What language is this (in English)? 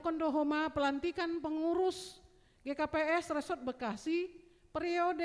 Batak Simalungun